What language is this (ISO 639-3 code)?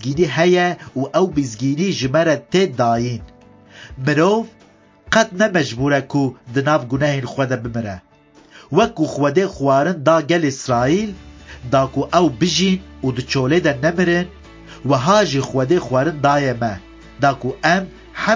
kur